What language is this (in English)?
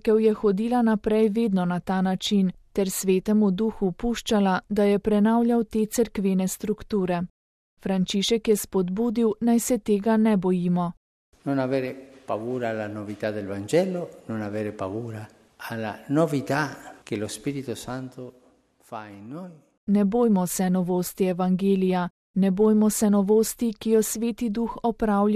Slovenian